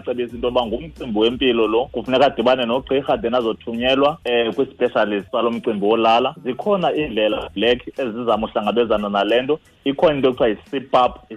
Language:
Xhosa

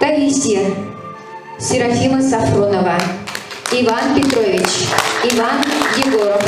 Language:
Chuvash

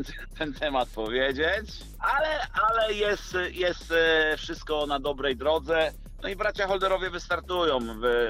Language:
Polish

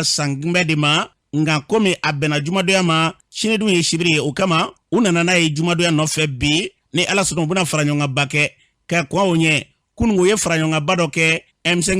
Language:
Bambara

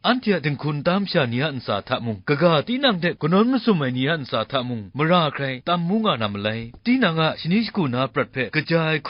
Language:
Kachin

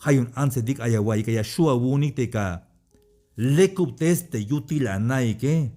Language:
Tzeltal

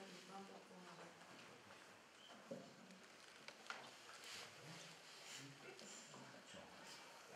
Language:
Slovak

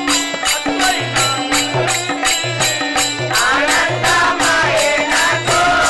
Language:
Telugu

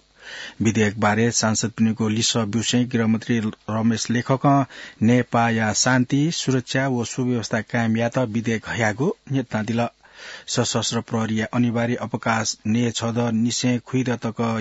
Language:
Newari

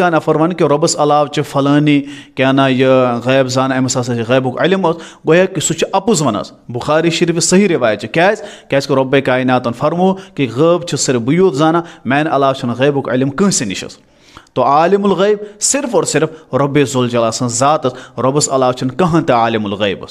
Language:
Kashmiri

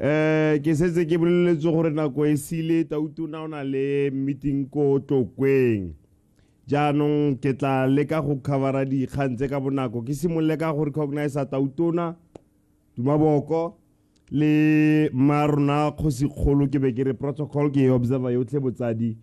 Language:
Tswana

